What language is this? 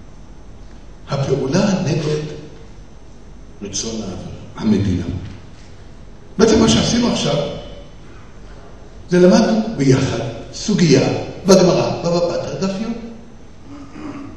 Hebrew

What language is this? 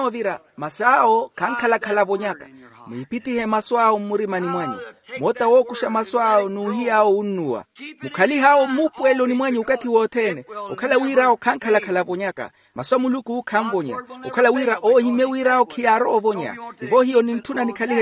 Makhuwa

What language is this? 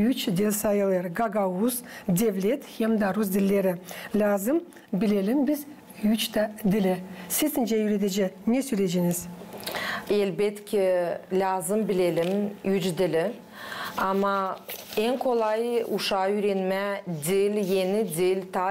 Gagauz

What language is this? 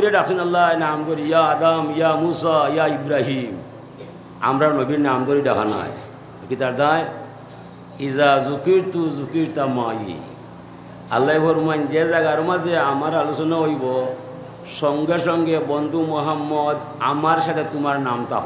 Sylheti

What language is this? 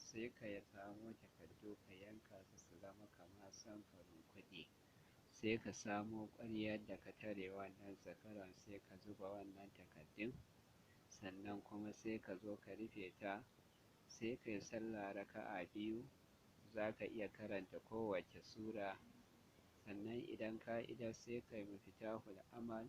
Hausa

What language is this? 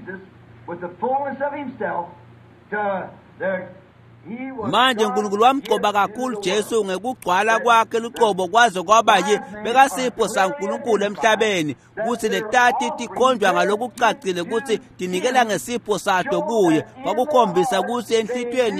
Swati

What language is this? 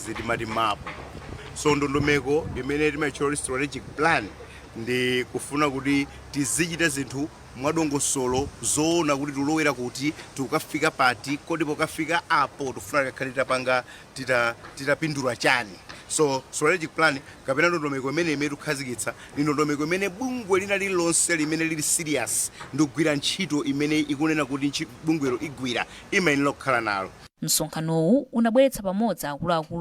Nyanja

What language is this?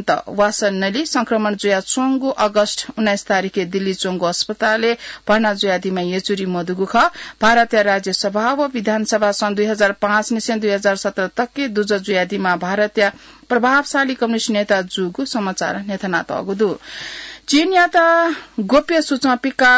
Newari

